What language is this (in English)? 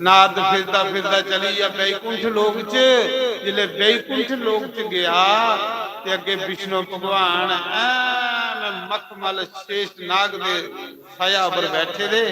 Dogri